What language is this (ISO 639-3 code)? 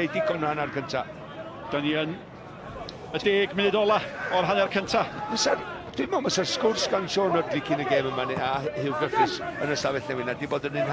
cym